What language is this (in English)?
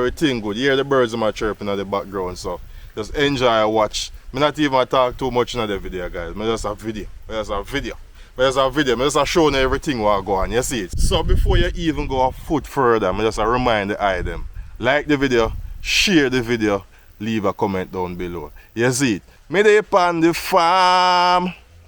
Jamaican Creole English